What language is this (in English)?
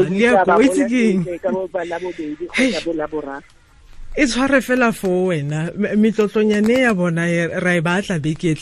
Tswana